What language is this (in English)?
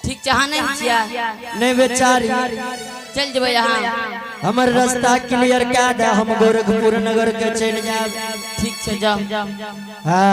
Angika